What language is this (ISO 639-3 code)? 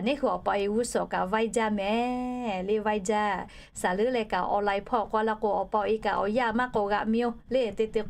lhu